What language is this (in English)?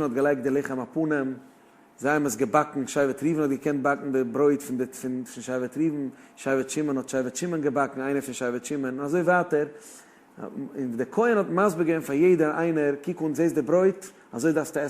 Yiddish